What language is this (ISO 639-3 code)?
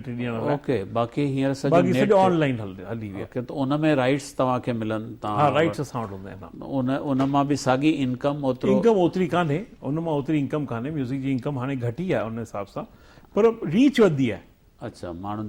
snd